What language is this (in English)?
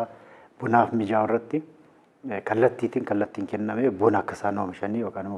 Oromo